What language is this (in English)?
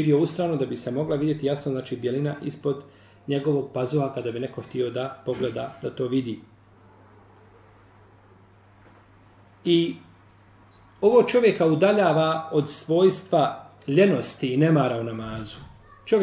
Bosnian